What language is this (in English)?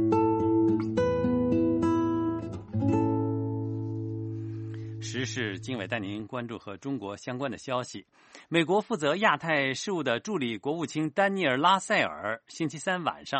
Chinese